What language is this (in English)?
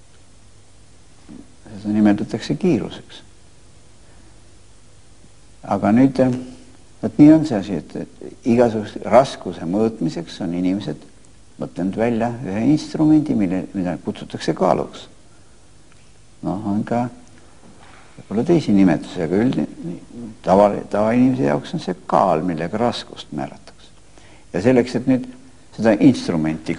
Estonian